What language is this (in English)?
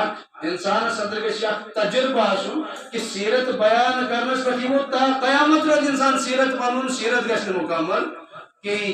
Kashmiri